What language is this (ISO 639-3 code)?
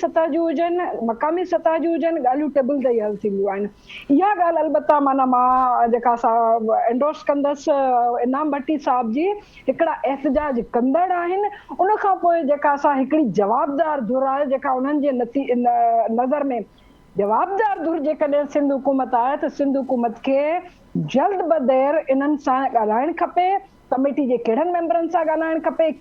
snd